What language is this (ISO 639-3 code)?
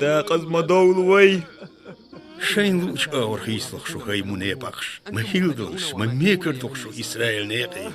che